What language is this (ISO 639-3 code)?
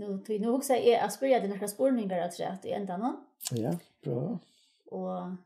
fao